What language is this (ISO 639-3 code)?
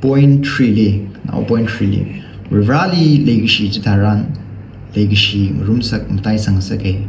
nmf